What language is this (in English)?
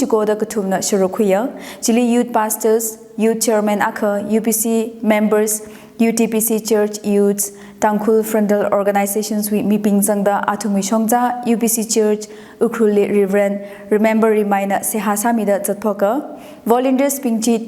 Tangkhul Naga (India)